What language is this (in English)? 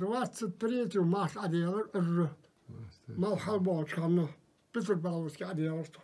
Ingush